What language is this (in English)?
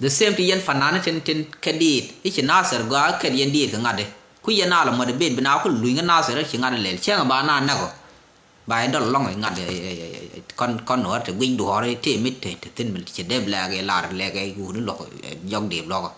Nuer